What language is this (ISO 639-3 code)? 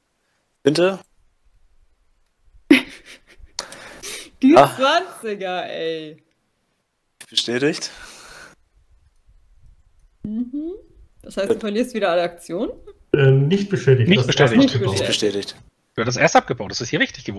deu